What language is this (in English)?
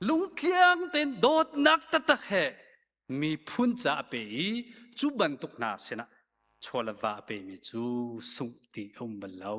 Hakha Chin